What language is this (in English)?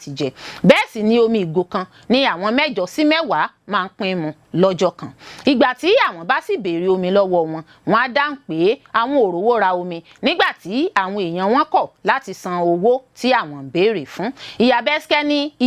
Yoruba